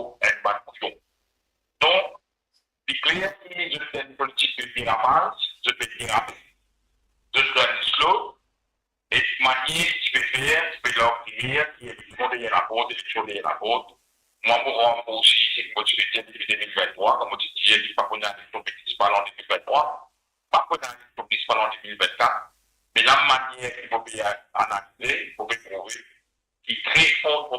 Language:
Morisyen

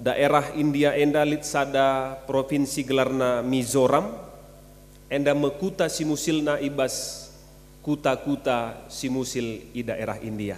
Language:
Batak Karo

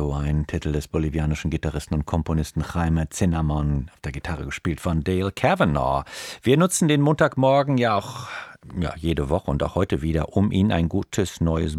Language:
German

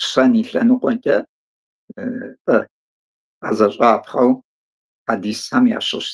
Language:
Kabardian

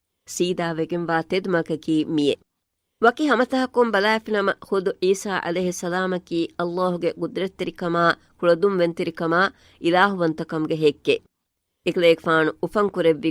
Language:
Divehi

